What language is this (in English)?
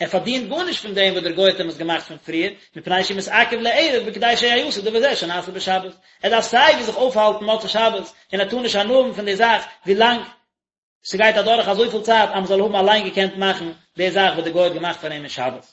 Yiddish